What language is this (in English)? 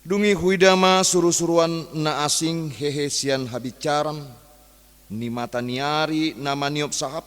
Batak Toba